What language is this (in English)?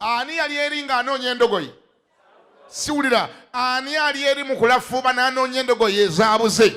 Ganda